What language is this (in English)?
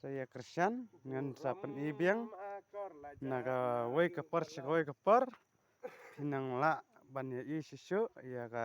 Khasi